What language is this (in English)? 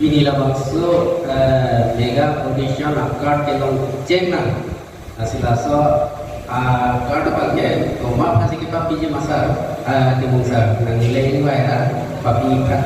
Karbi